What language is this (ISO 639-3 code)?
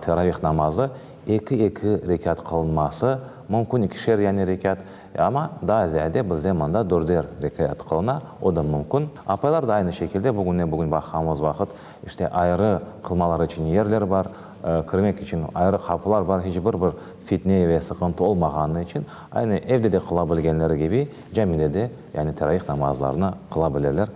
crh